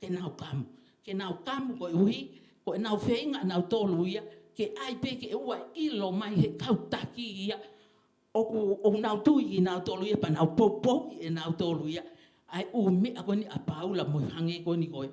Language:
Tongan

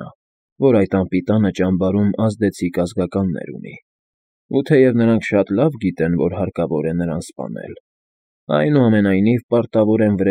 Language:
Armenian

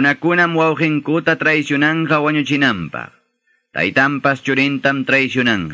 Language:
Ayacucho Quechua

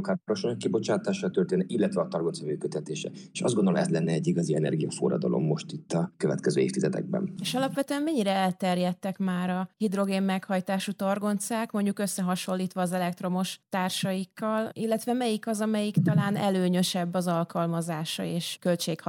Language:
Hungarian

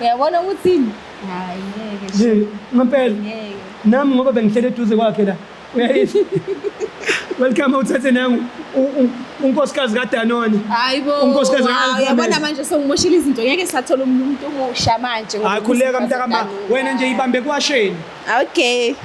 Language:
Zulu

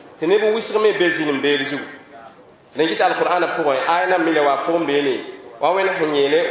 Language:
Mossi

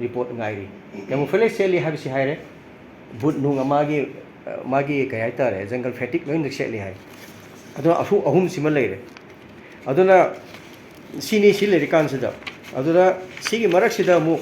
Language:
Manipuri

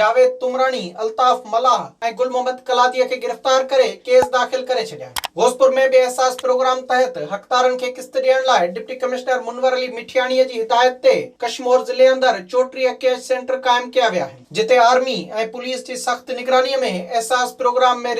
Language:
Sindhi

